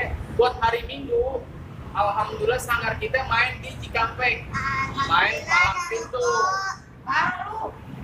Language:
Betawi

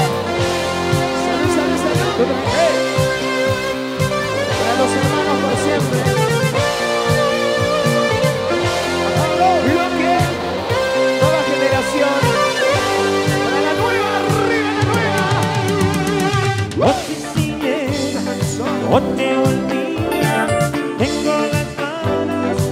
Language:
Spanish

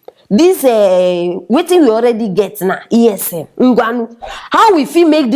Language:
Nigerian Pidgin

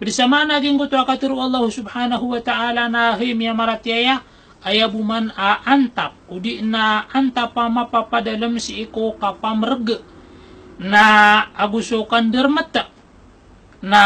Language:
Maranao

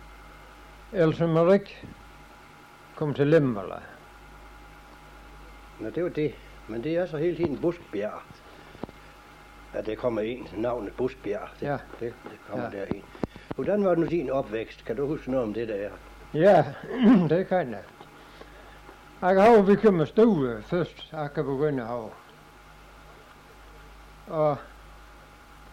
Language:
Danish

